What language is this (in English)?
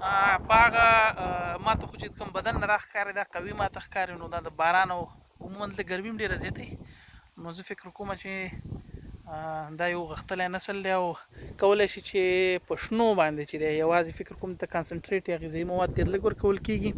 Pashto